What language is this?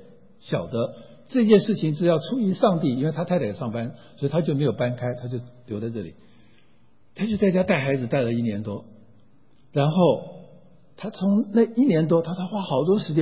Chinese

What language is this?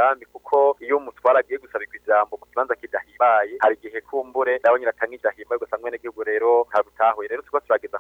Rundi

